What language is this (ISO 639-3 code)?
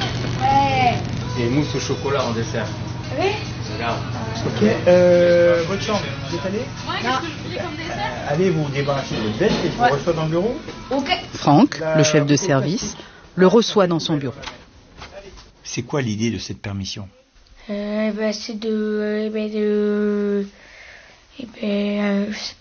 fra